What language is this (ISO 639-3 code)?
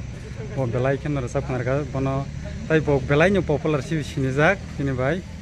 trp